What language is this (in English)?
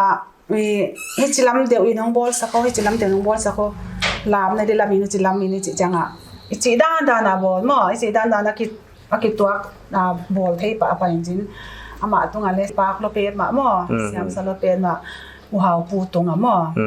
Paite Chin